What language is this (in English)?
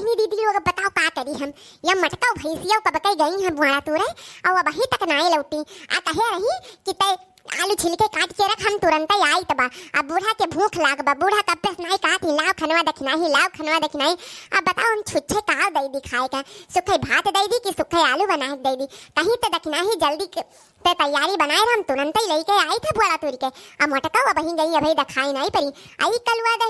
Awadhi